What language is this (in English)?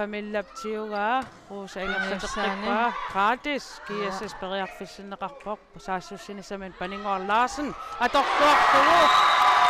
Kalaallisut